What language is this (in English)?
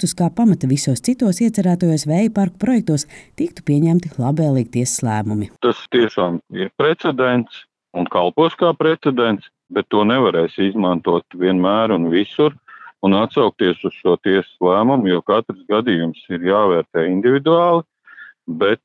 Latvian